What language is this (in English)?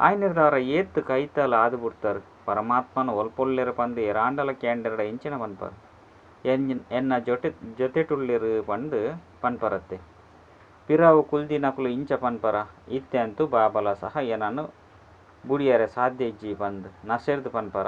Tulu